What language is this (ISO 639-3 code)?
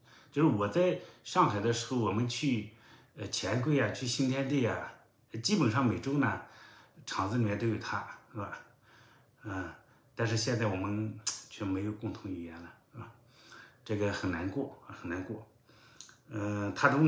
zho